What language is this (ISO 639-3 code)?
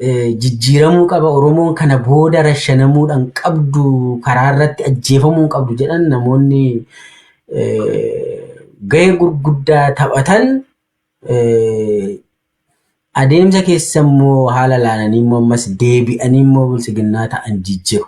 orm